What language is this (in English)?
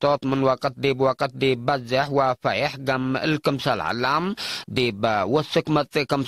Tigre